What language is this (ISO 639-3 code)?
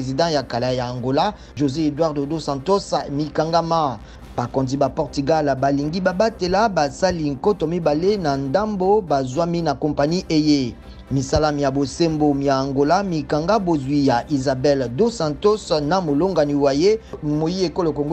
lin